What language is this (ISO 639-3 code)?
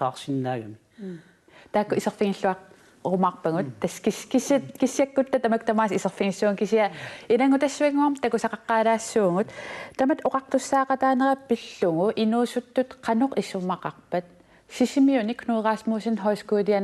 kal